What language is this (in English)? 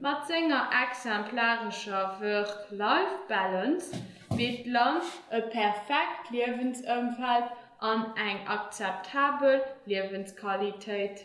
Luxembourgish